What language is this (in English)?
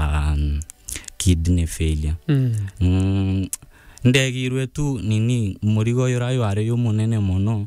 Meru